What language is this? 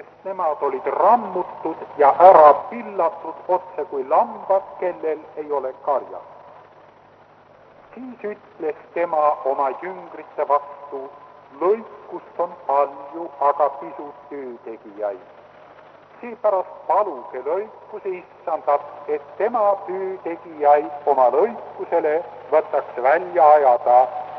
Estonian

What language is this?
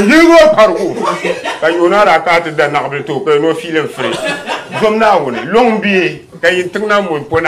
Dagbani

